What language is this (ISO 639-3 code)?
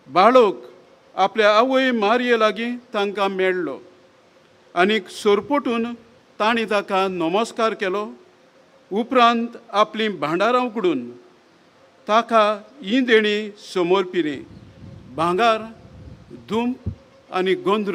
kok